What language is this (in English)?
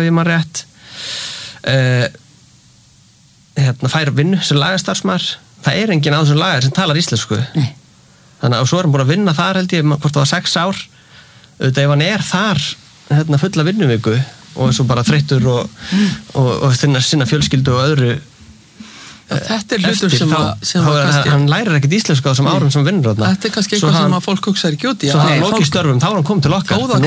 Icelandic